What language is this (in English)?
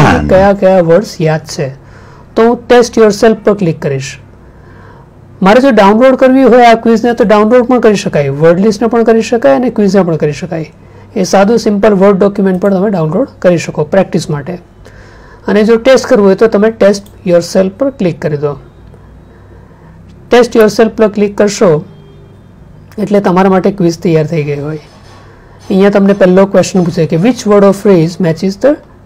Gujarati